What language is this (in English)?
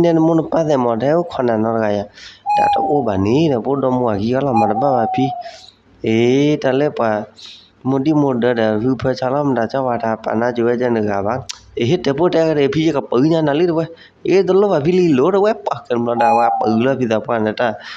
S'gaw Karen